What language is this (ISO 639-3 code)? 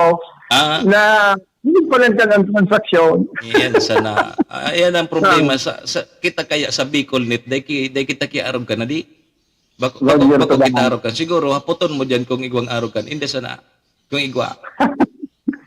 bik